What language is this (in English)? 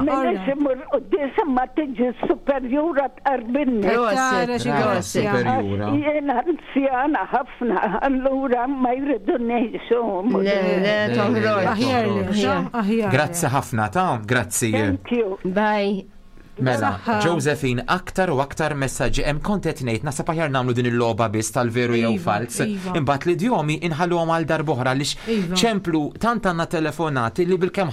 Maltese